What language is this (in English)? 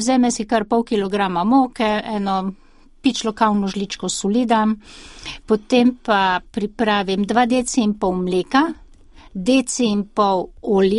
Slovenian